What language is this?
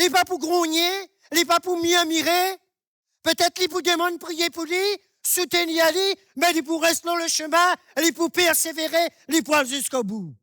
Morisyen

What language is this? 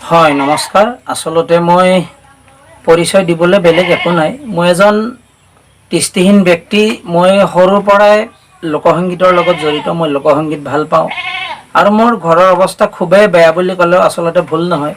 Assamese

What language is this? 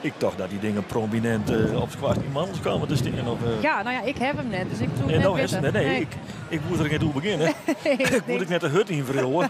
Western Frisian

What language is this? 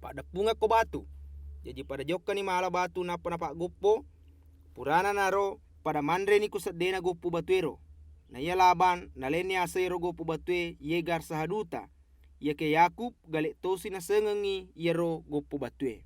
Buginese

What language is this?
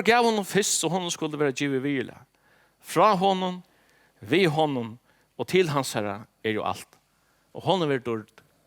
Faroese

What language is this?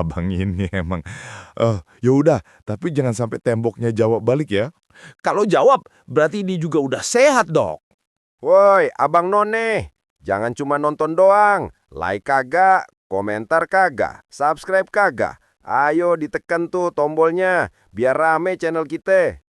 Betawi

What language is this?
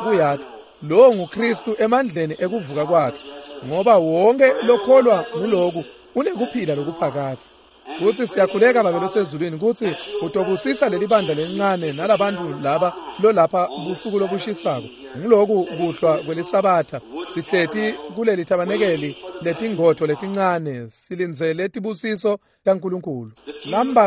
Swati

